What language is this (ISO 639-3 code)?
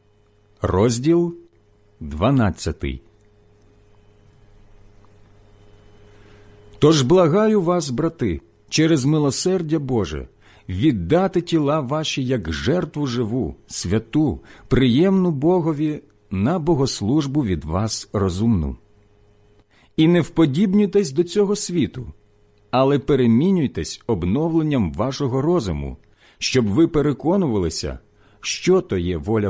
ukr